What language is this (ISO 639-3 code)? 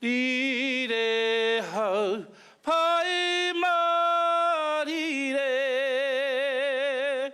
mri